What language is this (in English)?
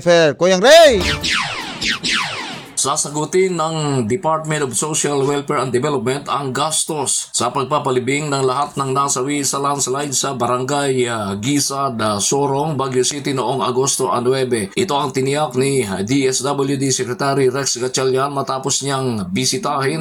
Filipino